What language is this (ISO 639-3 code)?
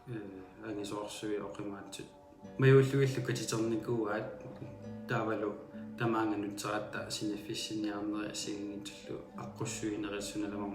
kal